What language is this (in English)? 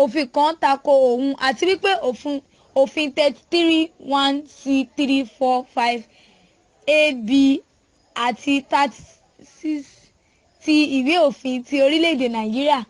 Yoruba